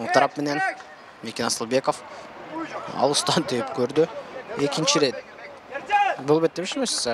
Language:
Kyrgyz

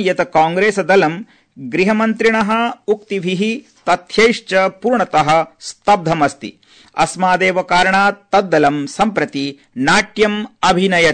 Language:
Sanskrit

